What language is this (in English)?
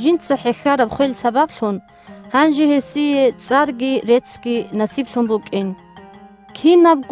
Avaric